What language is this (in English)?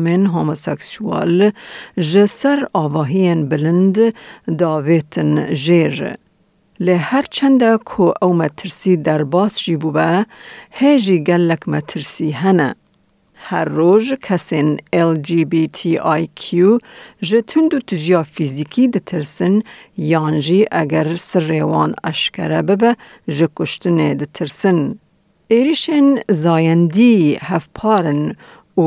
Kurdish